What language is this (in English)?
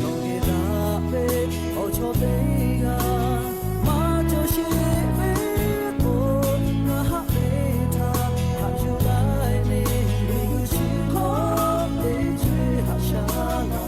Lahu